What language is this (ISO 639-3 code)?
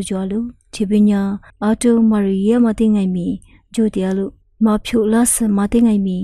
lis